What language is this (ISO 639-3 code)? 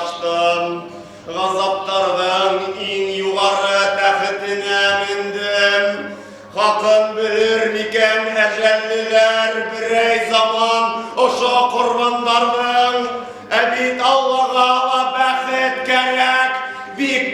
bak